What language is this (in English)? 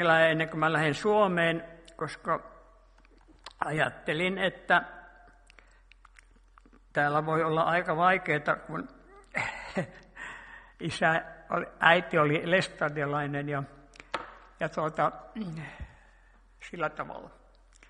Finnish